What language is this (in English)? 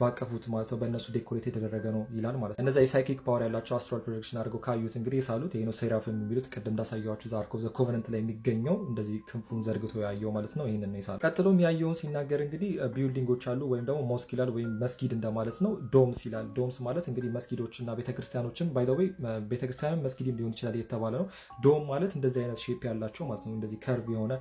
Amharic